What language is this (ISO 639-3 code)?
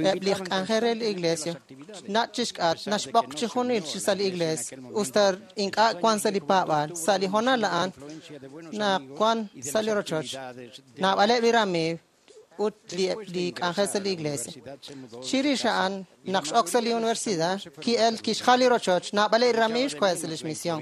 kek